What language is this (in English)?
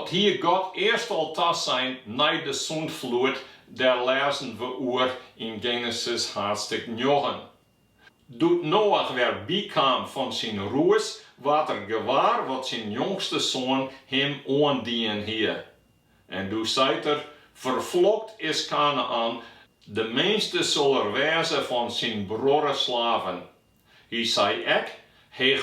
Western Frisian